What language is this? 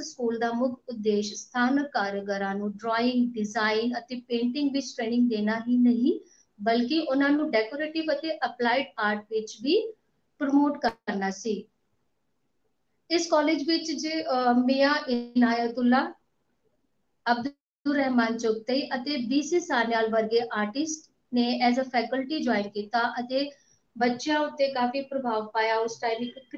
Punjabi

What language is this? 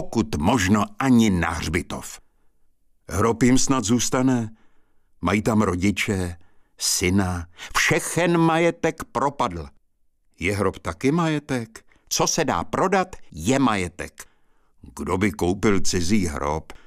Czech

